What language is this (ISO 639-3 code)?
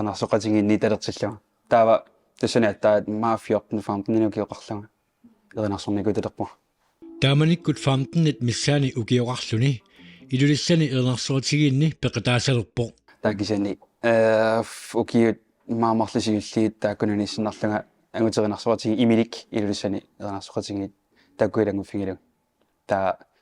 kal